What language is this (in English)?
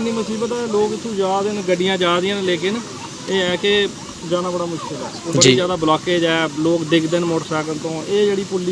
Dogri